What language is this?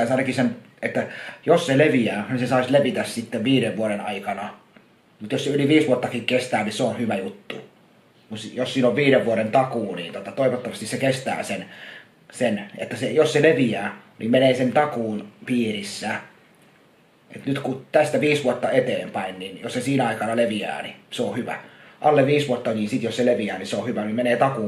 Finnish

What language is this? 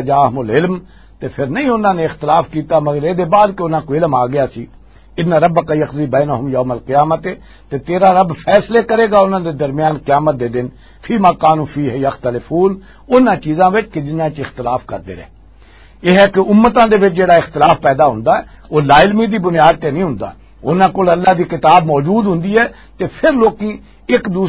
Western Panjabi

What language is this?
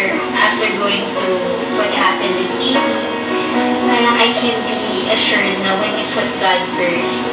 Waray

